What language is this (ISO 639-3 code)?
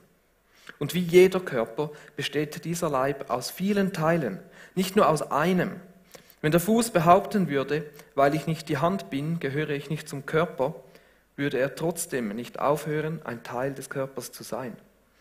gsw